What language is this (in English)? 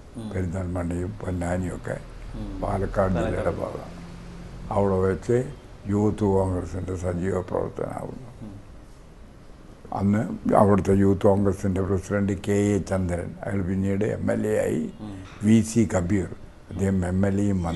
Malayalam